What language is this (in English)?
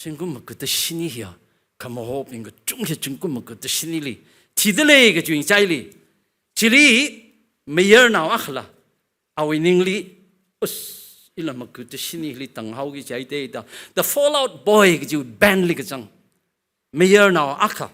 Tangkhul Naga (India)